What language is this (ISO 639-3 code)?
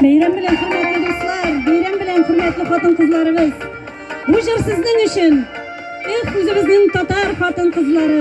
tat